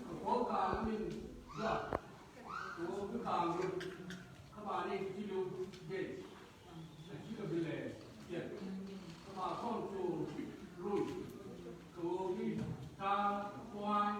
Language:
Nuer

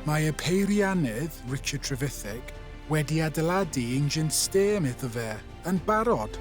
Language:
Welsh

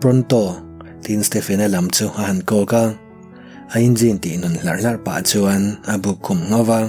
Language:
Mizo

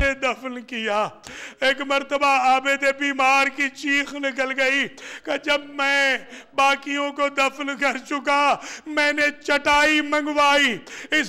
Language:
Urdu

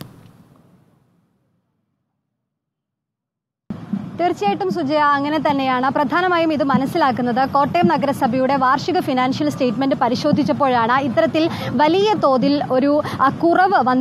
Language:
Malayalam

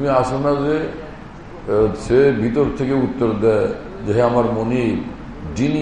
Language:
Bangla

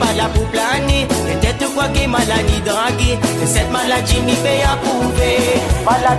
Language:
Réunion Creole French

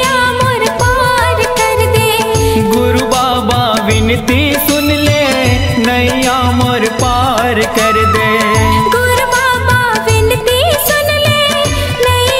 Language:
Chhattisgarhi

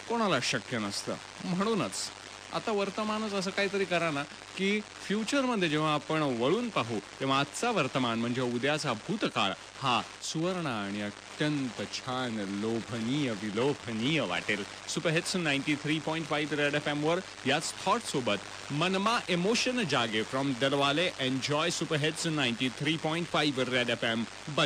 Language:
Marathi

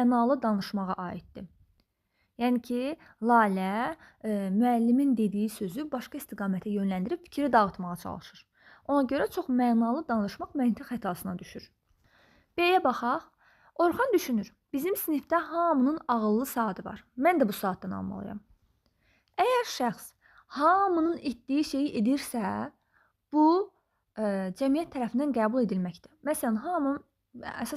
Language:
Azerbaijani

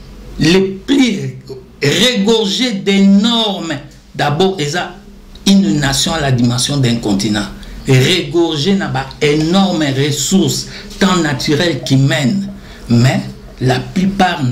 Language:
Lingala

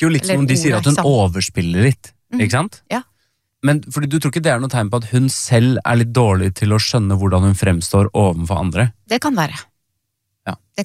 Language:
Norwegian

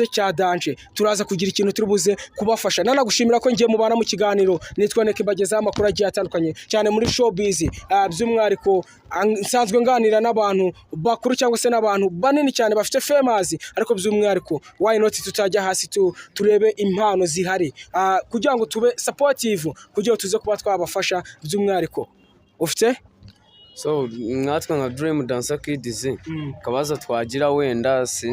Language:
Kinyarwanda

